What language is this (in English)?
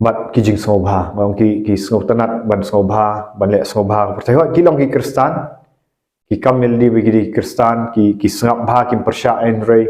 Khasi